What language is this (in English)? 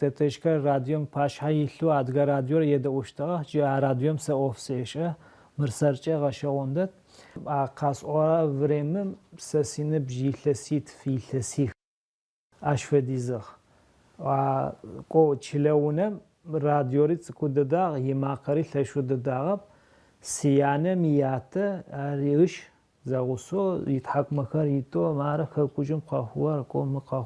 Adyghe